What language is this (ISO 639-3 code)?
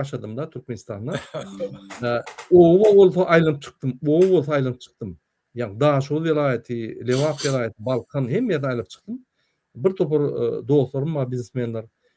tuk